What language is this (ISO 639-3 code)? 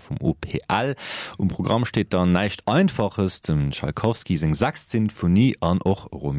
ltz